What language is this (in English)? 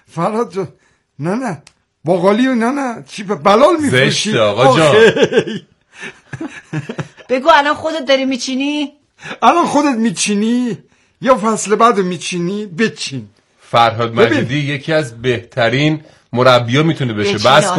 Persian